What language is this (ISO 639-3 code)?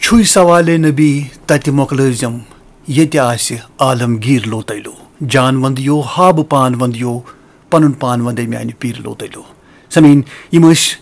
kas